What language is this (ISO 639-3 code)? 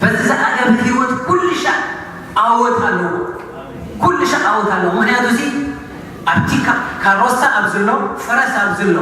tir